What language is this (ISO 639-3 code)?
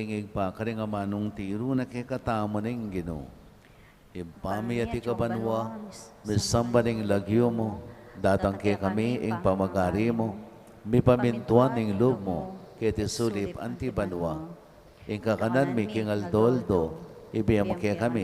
pam